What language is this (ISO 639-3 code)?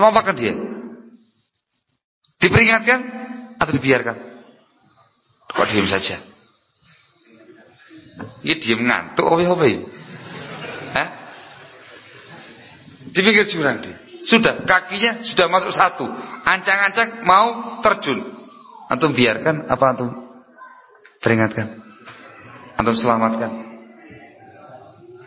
ind